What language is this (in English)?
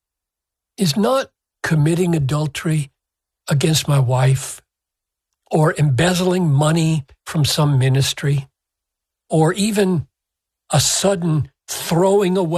English